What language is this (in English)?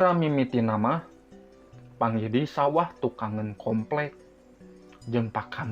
Sundanese